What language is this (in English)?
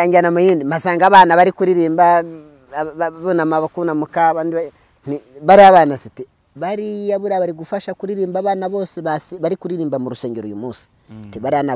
Kinyarwanda